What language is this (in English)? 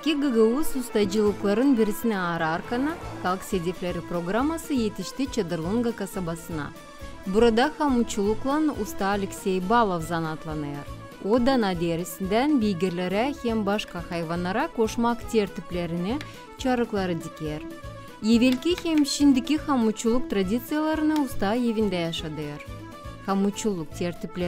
Gagauz